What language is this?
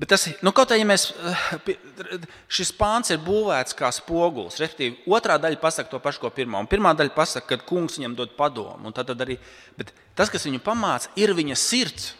Latvian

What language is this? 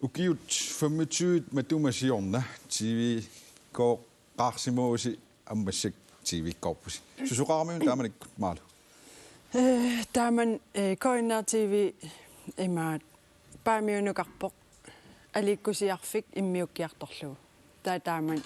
Kalaallisut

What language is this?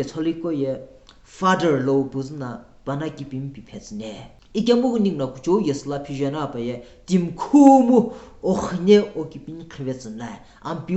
Sumi Naga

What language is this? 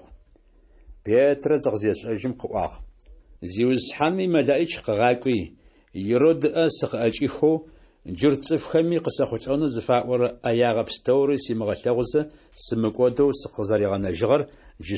Adyghe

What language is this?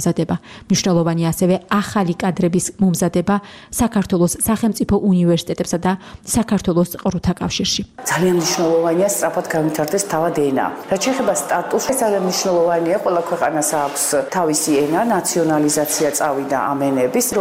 Georgian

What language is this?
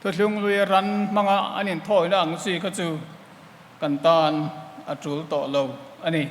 Mizo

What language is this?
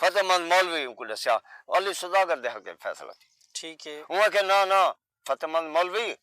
Saraiki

